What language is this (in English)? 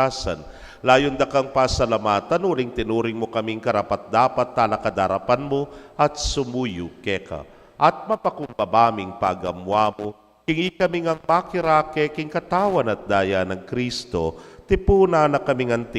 Pampanga